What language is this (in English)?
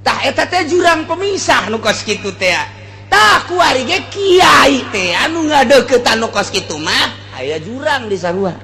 Sundanese